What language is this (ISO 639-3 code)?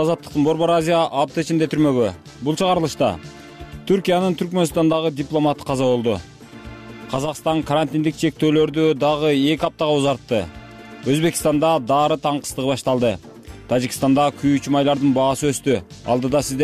kir